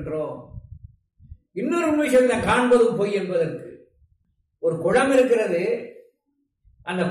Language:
Tamil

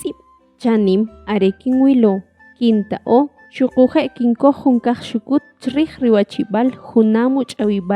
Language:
Kʼicheʼ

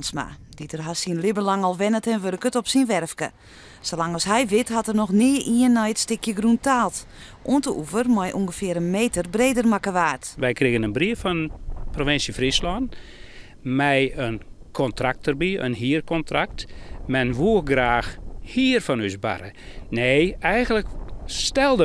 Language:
Western Frisian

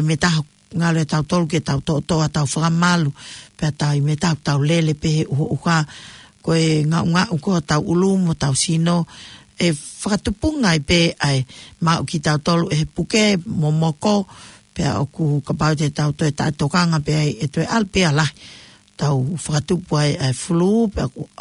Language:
Tongan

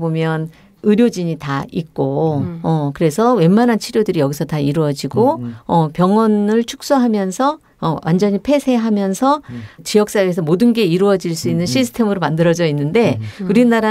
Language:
Korean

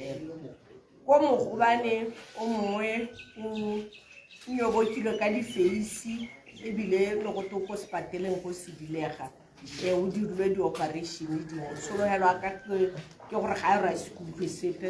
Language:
Tswana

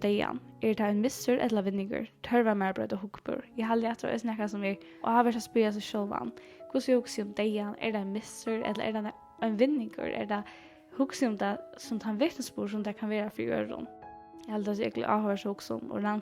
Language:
Faroese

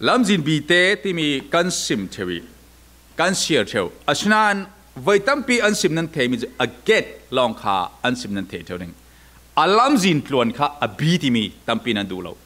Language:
Falam Chin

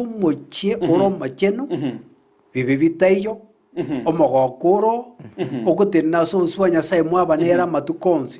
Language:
Gusii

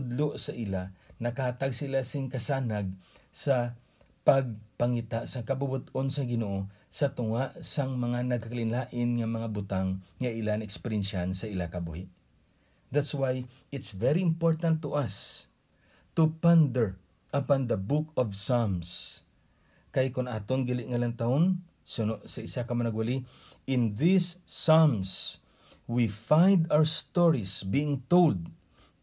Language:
Hiligaynon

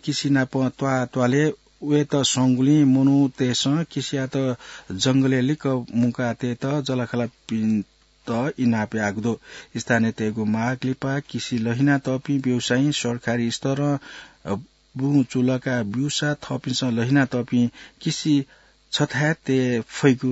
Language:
Newari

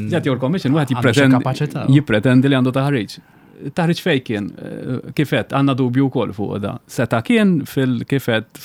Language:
Maltese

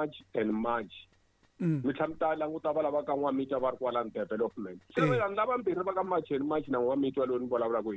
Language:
Tsonga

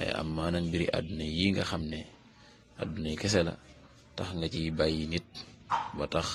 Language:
Wolof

